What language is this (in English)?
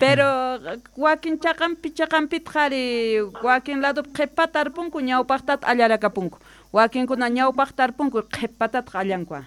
Quechua